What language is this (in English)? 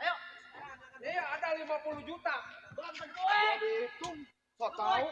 Betawi